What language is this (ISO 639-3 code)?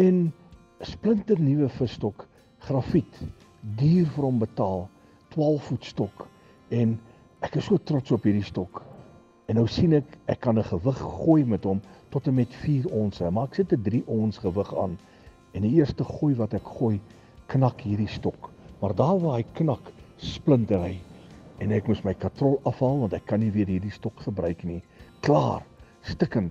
afr